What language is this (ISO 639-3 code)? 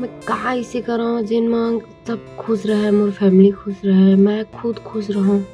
hne